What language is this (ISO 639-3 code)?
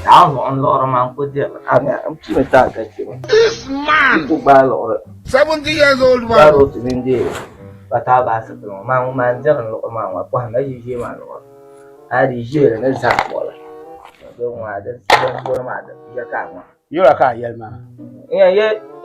dag